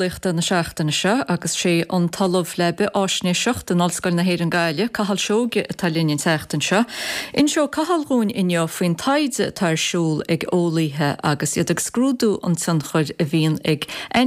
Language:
Irish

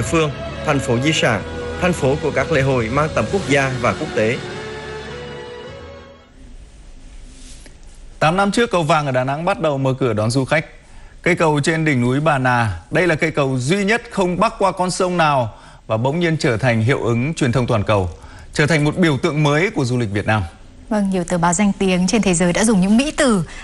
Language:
Vietnamese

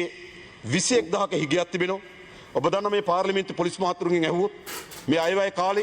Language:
Sinhala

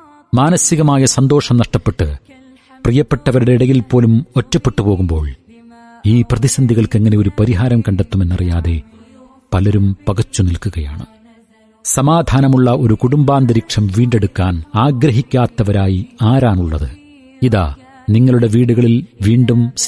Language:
Malayalam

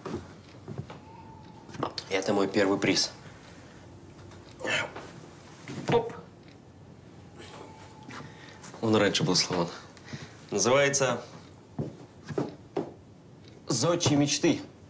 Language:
Russian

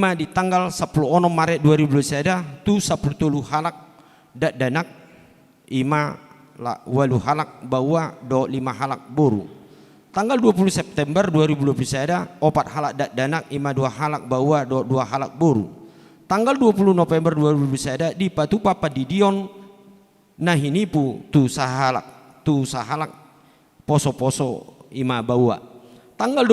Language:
Batak Toba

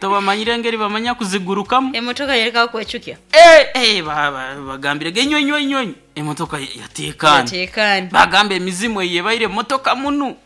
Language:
Nyoro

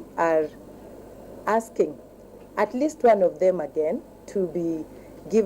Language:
Kamba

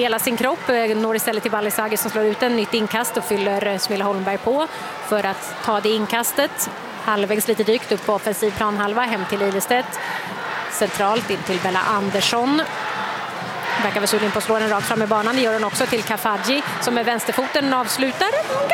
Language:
Swedish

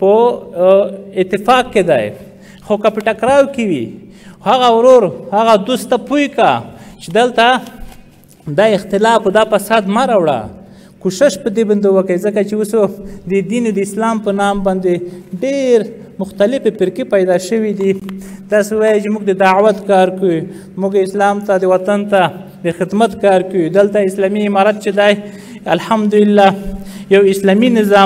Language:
Pashto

